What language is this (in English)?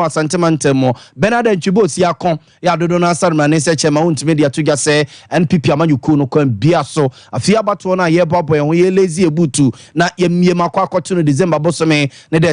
Akan